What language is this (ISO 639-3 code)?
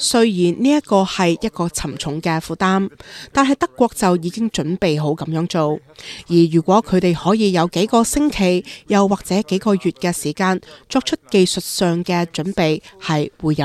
yue